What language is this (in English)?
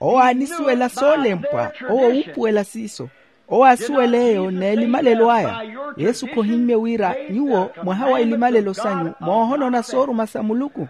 Makhuwa